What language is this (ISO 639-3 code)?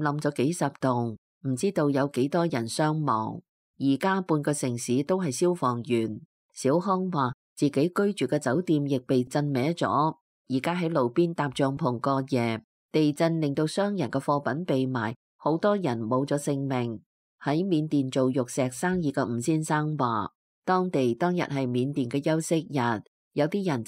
yue